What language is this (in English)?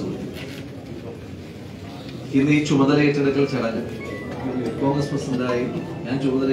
Malayalam